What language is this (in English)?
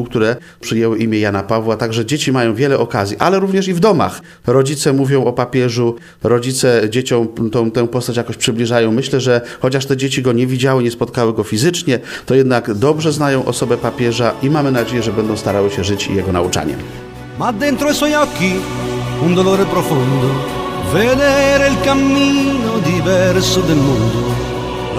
Polish